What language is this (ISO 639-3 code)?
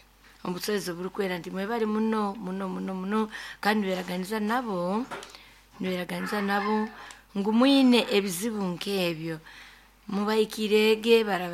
nyo